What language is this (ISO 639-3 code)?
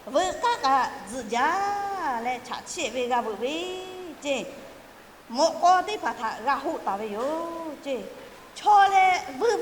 lhu